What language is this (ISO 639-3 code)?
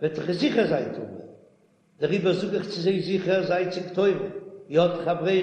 yid